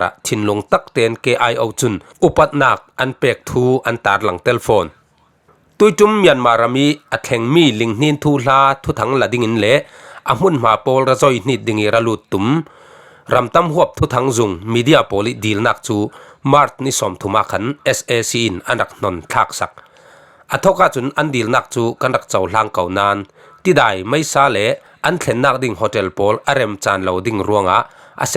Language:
Falam Chin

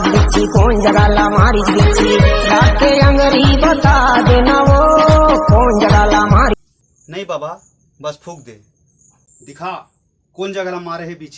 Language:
Chhattisgarhi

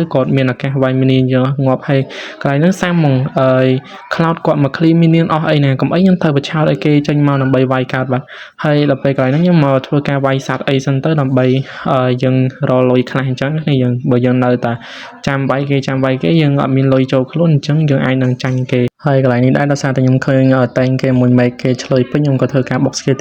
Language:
Khmer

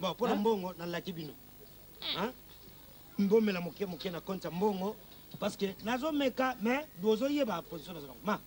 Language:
Lingala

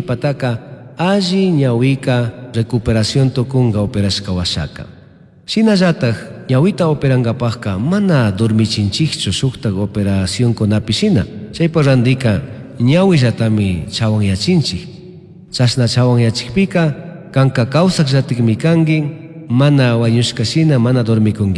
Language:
Chimborazo Highland Quichua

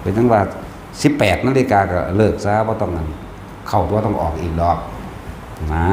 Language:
Northeastern Thai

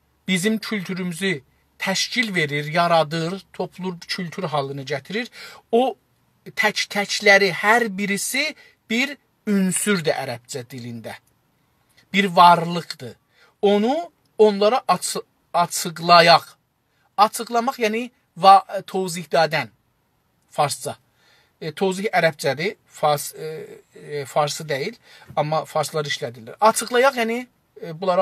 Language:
South Azerbaijani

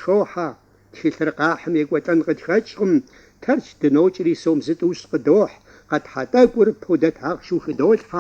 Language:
Kabardian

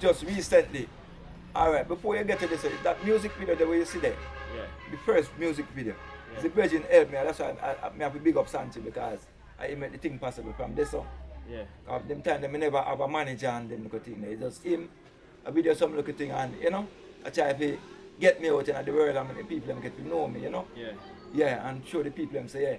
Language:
Jamaican Creole English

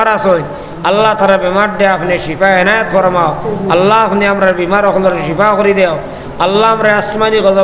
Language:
Sylheti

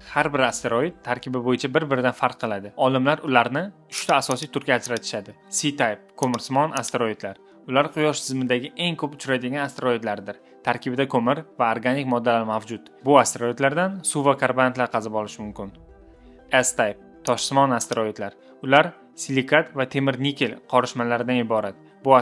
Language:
Uzbek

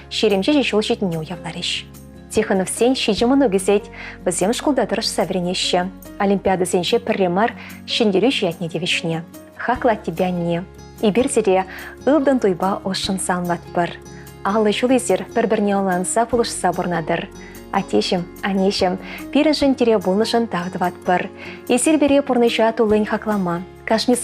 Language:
Chuvash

